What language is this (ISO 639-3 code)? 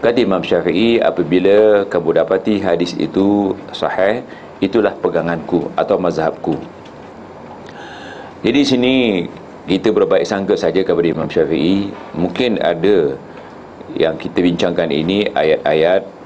msa